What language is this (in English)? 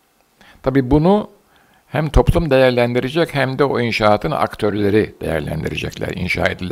Turkish